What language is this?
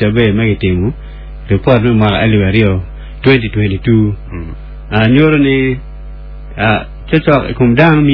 Acoli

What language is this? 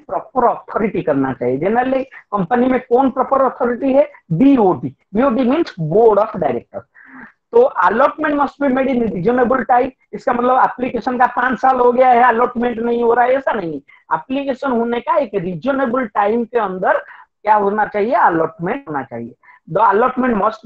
Hindi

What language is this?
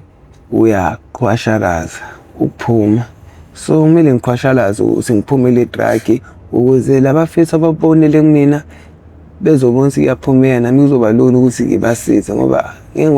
Zulu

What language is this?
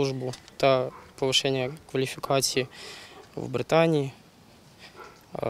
Ukrainian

